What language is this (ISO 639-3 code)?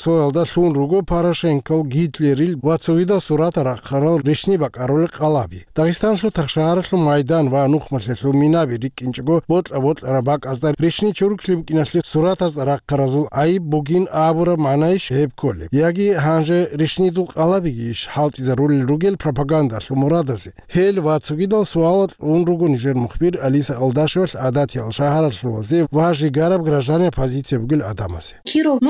ava